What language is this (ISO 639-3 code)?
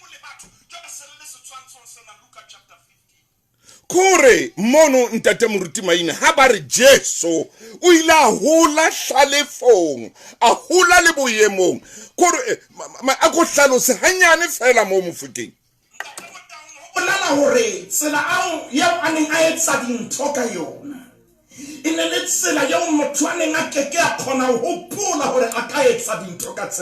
sot